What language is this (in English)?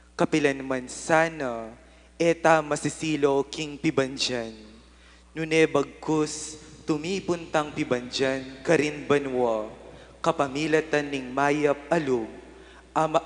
Pampanga